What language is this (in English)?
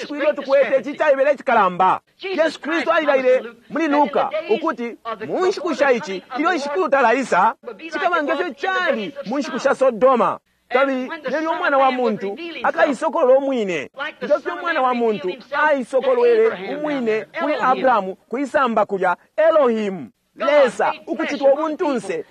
Bemba